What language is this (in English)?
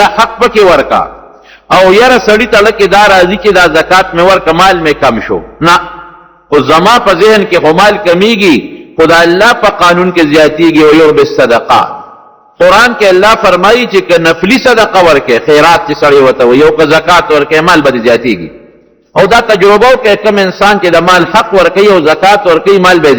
Pashto